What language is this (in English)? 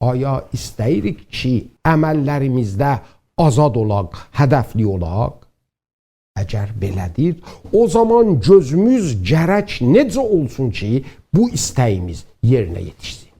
South Azerbaijani